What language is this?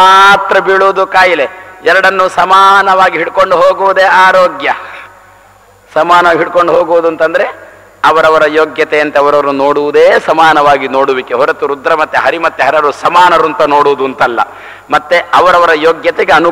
Kannada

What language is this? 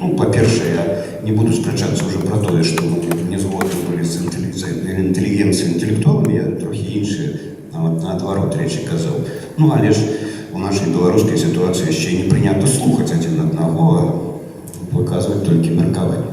Belarusian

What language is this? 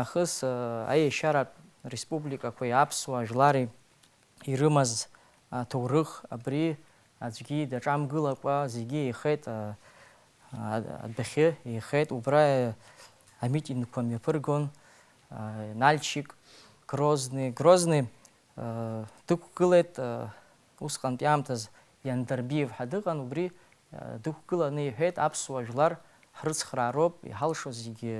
Abkhazian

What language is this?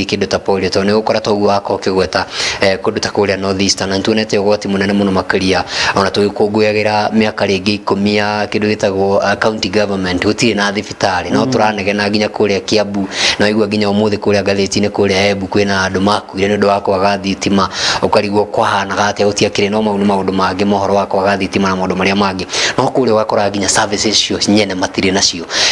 Kikuyu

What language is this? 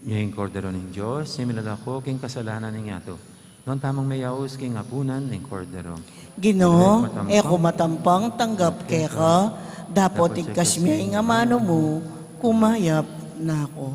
Pampanga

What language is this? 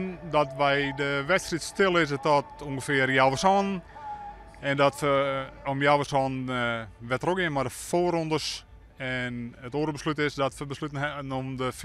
Western Frisian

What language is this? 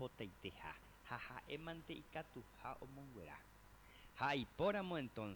Guarani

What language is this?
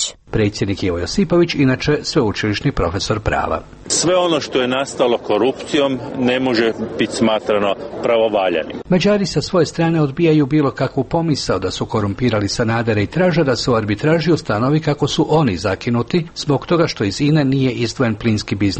Croatian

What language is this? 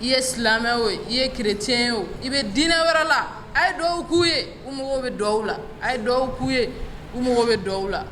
Bambara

